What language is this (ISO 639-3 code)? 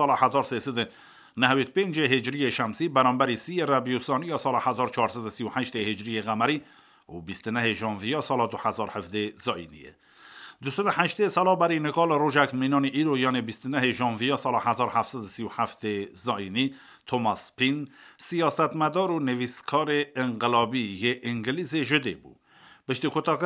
kur